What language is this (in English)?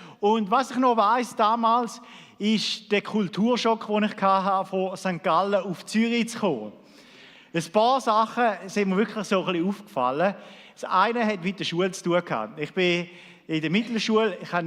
Swiss German